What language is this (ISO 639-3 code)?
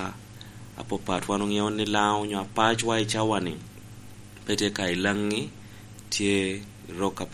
laj